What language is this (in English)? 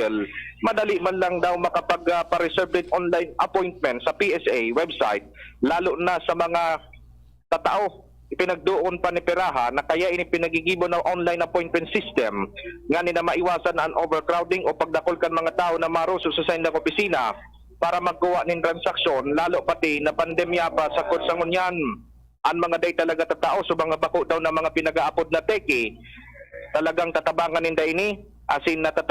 Bikol